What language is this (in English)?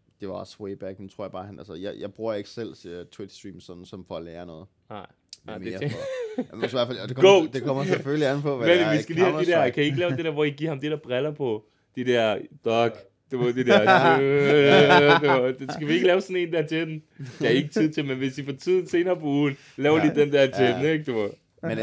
Danish